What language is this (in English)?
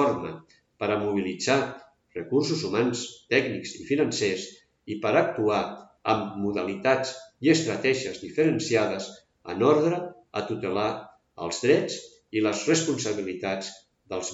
Catalan